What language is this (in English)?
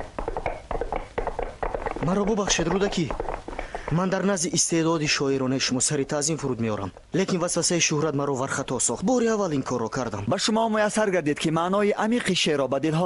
Persian